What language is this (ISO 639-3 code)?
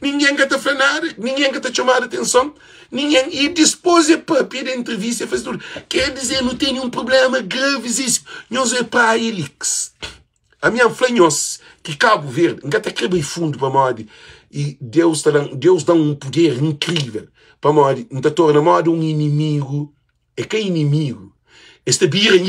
kea